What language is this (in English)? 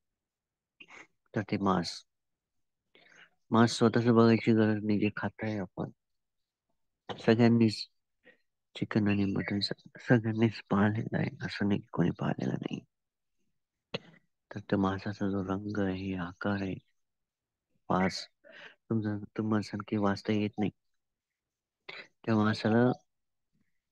Marathi